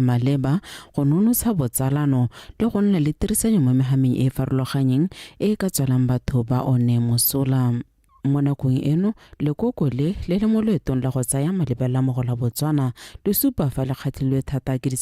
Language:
Tswana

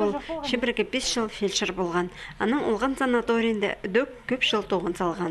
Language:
Khakas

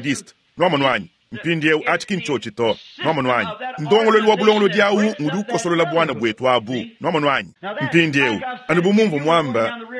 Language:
Luba-Lulua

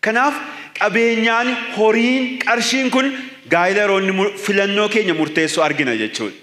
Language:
Oromo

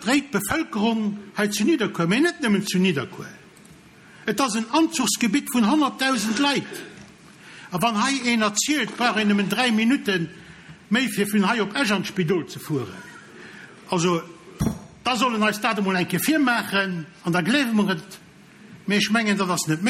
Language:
Luxembourgish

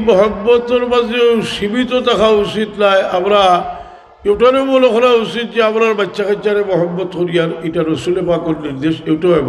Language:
Sylheti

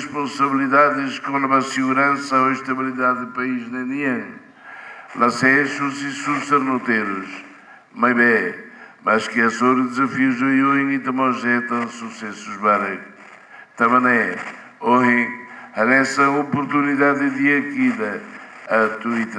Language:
Tetum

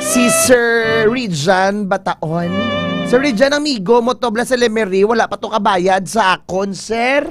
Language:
Hiligaynon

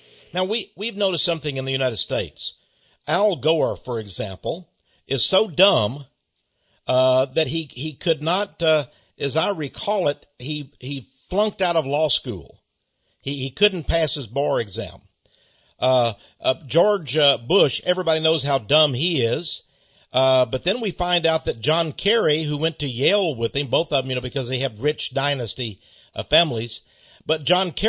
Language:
English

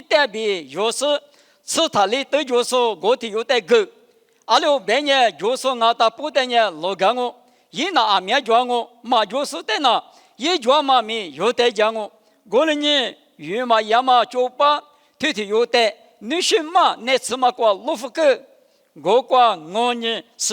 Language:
Lisu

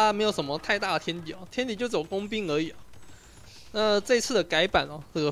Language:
Chinese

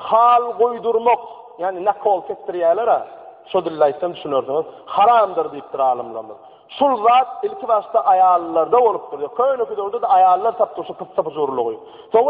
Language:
Turkmen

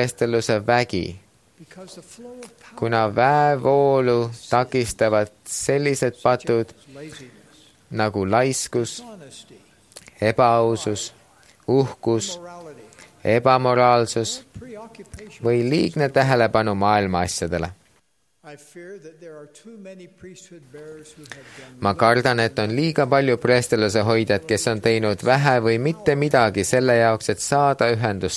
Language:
Estonian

